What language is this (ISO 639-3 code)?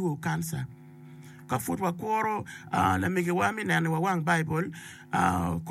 ach